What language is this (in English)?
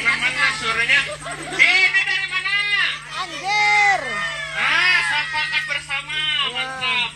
Banjar